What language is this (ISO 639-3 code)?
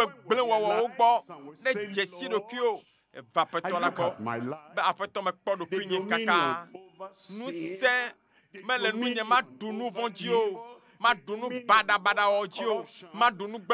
ewe